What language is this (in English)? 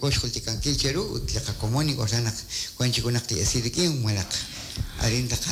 Kekchí